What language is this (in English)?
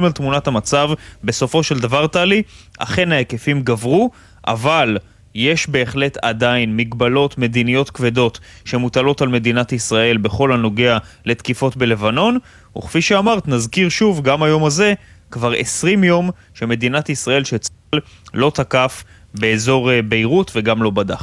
Hebrew